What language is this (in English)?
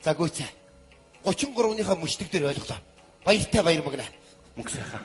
Mongolian